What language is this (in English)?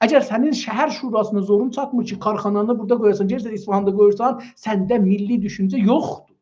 South Azerbaijani